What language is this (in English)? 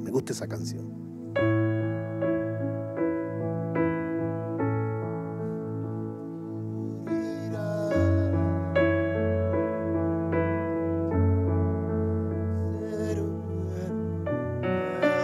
Spanish